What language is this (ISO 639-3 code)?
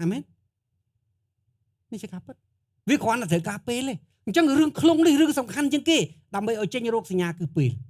khm